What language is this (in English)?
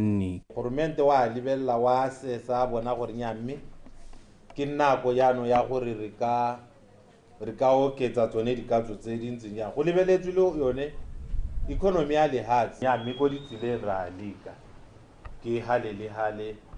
Tswana